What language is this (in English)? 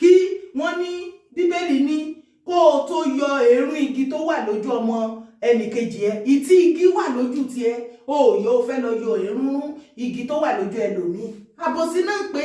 Yoruba